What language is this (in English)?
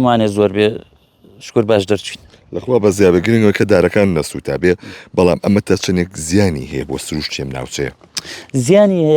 Central Kurdish